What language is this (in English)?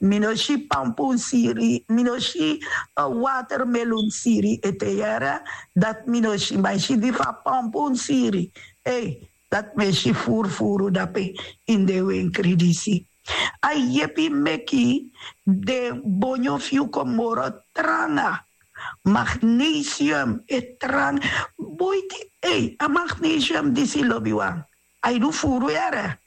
Sranan Tongo